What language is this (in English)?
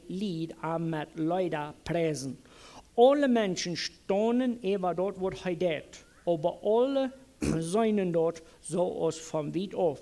Plautdietsch